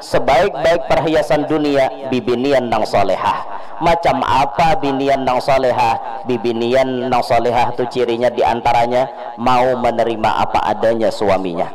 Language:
Banjar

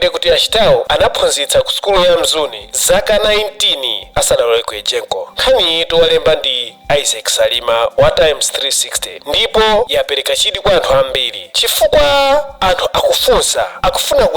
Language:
Nyanja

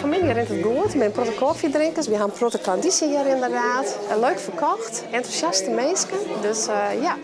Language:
Western Frisian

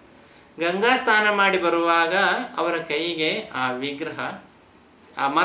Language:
Kannada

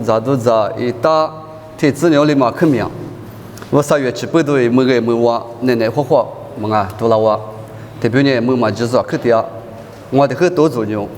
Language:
Lisu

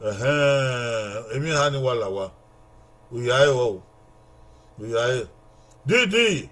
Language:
Bini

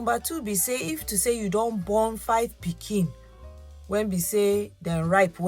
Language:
Nigerian Pidgin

